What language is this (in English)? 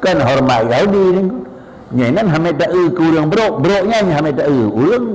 Achinese